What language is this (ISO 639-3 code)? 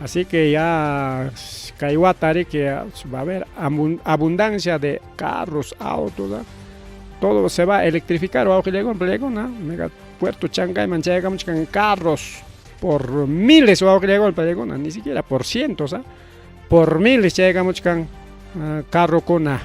quy